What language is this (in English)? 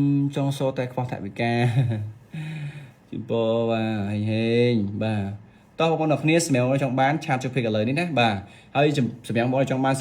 Khmer